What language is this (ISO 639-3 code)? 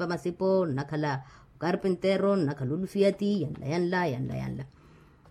vmw